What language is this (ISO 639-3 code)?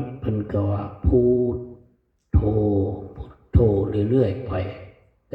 lao